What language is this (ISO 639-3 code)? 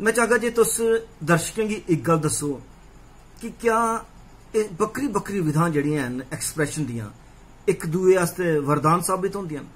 doi